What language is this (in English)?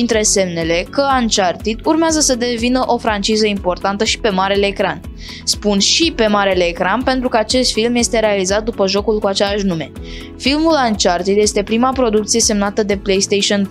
Romanian